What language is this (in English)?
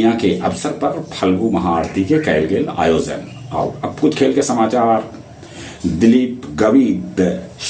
Magahi